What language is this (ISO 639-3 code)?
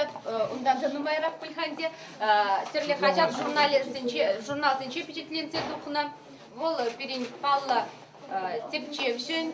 chv